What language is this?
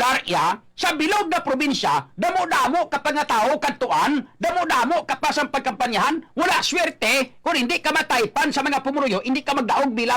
Hiligaynon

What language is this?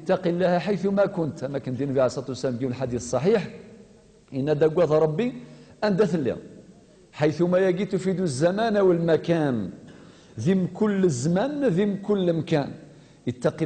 Kabyle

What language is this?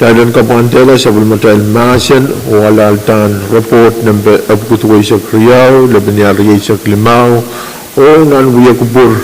Pohnpeian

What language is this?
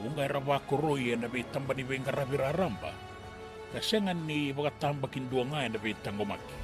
Fijian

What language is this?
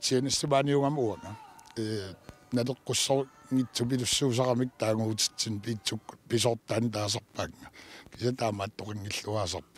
Kalaallisut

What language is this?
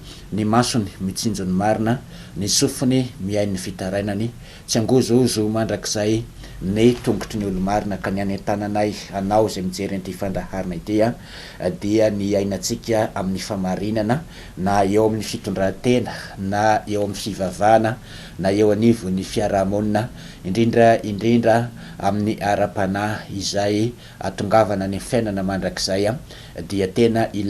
Malagasy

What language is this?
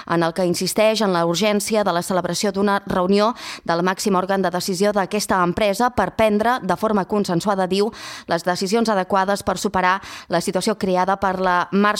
Catalan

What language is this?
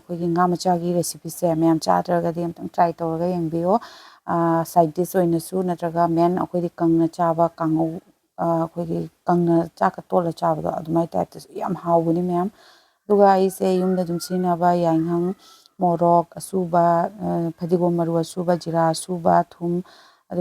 Manipuri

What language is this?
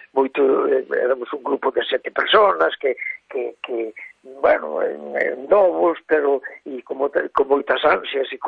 Galician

